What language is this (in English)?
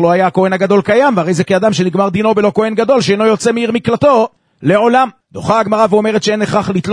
Hebrew